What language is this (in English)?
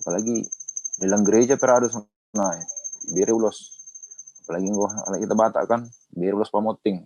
Batak Simalungun